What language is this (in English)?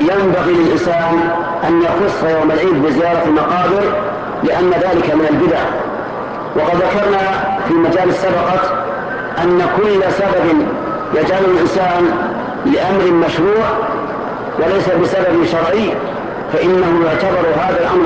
Arabic